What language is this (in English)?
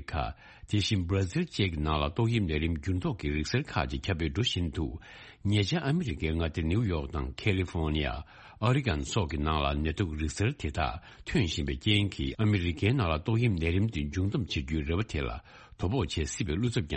Tibetan